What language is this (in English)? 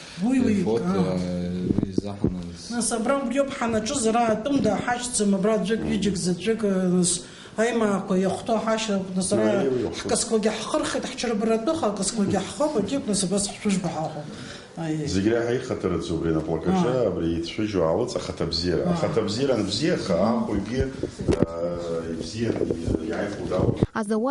Abkhazian